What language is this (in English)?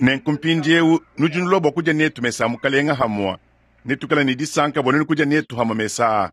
Luba-Lulua